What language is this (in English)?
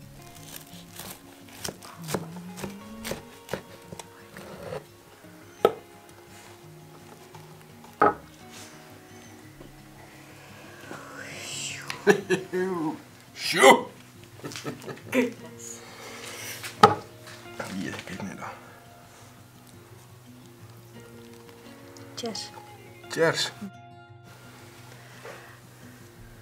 Afrikaans